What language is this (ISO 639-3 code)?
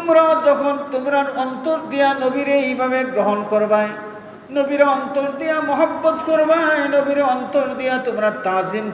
syl